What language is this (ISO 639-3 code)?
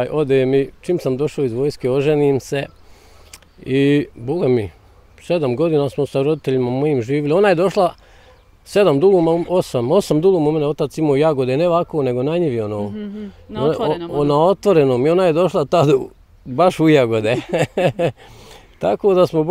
bos